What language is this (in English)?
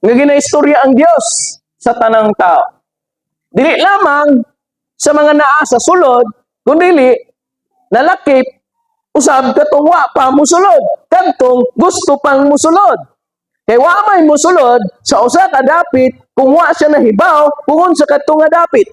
Cebuano